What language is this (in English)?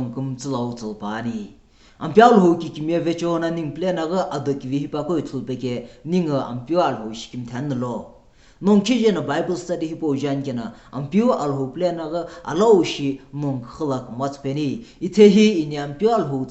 Sumi Naga